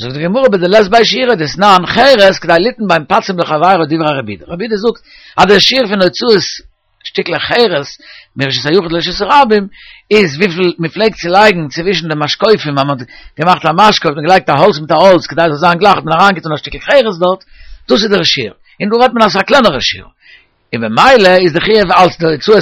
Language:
Yiddish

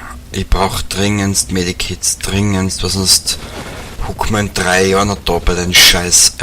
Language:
Bavarian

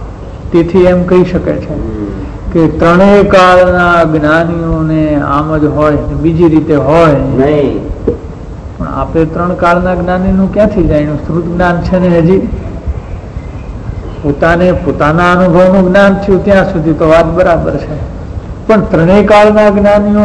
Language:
Gujarati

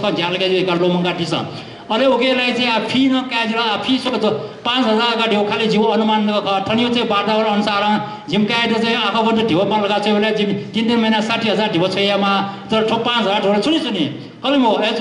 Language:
Newari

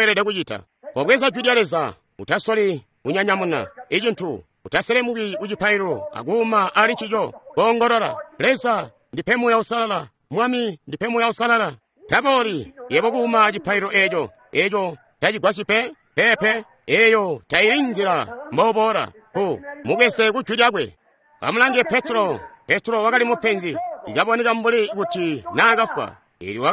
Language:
Tonga (Zambia)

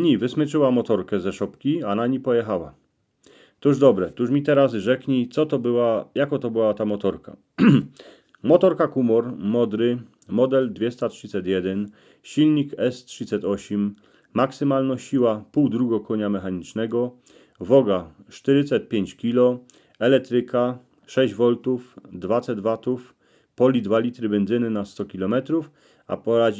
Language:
Silesian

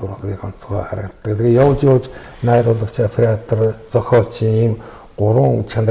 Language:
Mongolian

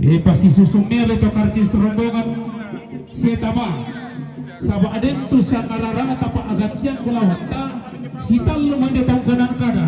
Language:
Toraja-Sa'dan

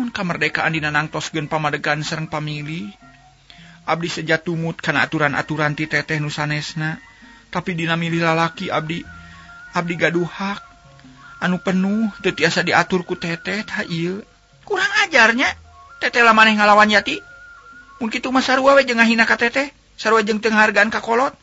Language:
Sundanese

